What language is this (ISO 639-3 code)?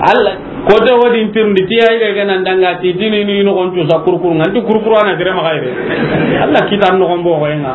snk